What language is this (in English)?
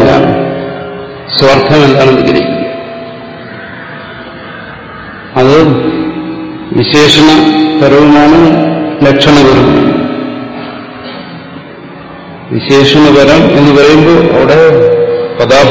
Malayalam